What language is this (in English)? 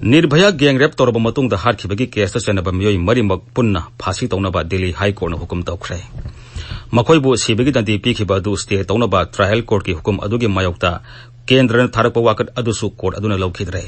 Manipuri